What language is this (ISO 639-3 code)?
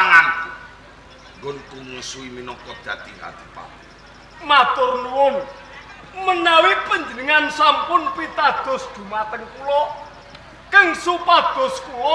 jav